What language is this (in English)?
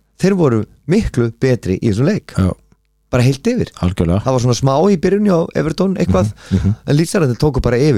Icelandic